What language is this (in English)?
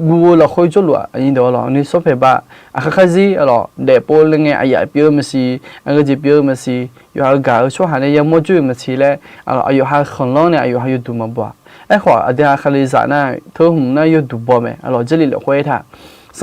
Akha